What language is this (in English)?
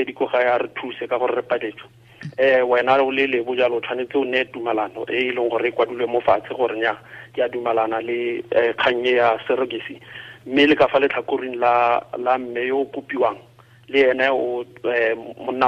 Tswana